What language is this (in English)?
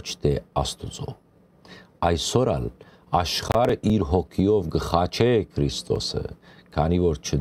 Western Armenian